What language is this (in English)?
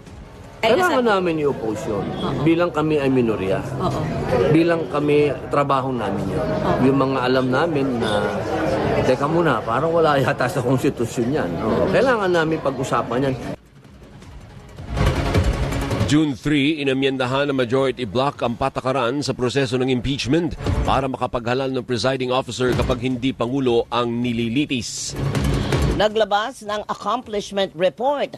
Filipino